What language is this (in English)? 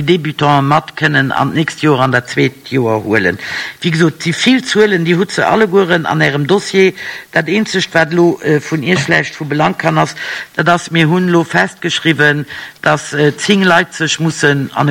Luxembourgish